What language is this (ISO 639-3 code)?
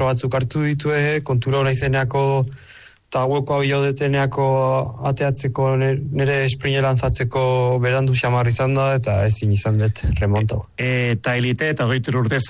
eus